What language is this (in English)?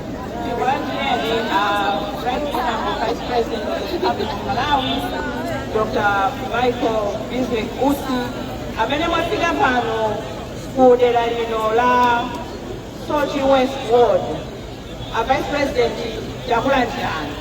Nyanja